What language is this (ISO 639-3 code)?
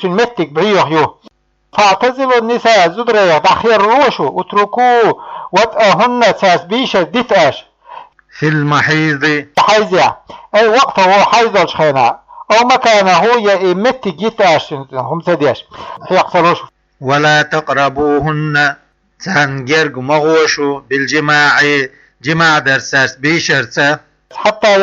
che